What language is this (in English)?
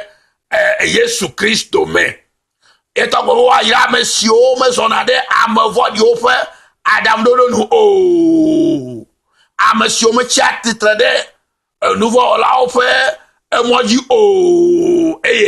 Ewe